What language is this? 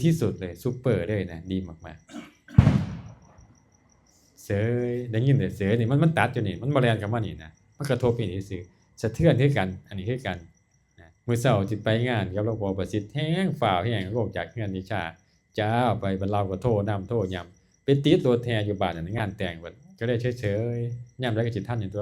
Northeastern Thai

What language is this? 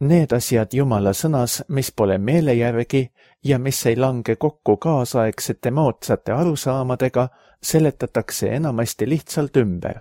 Estonian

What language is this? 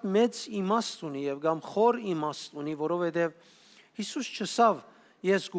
Western Armenian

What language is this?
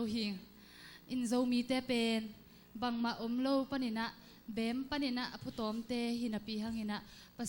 Tedim Chin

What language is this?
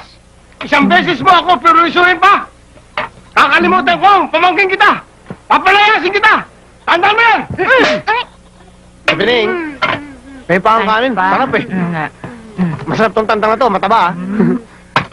Filipino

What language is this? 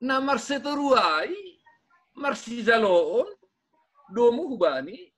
Batak Simalungun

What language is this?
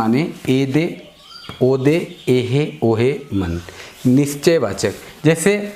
Sadri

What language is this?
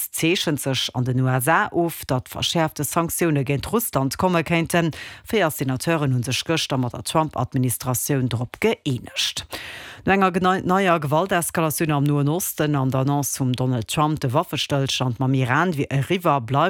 Luxembourgish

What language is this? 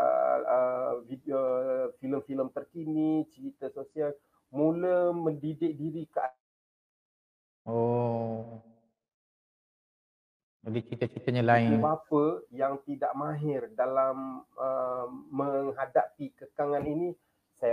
Malay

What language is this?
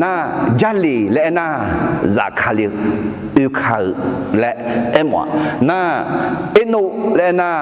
Akha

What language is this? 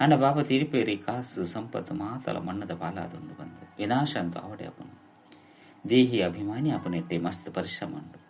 Tulu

